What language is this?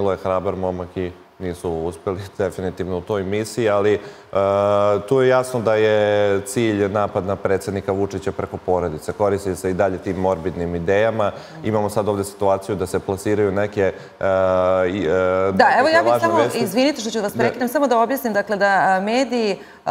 Serbian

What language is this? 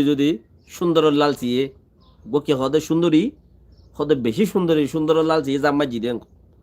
Rohingya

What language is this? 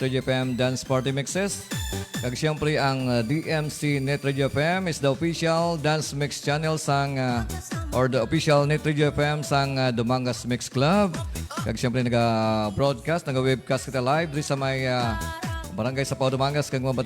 Hiligaynon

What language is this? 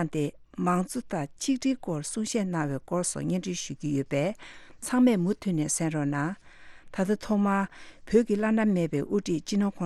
Tibetan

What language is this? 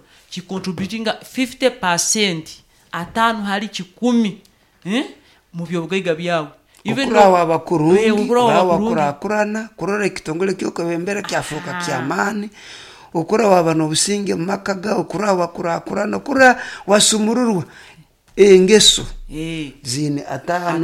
Nyoro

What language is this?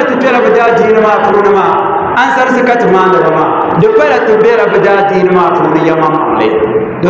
Dagbani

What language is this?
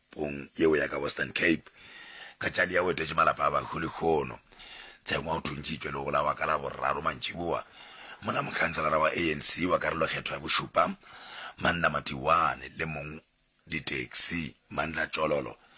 Northern Sotho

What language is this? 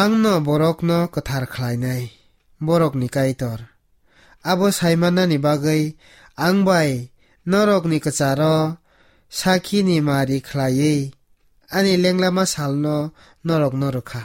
Kok Borok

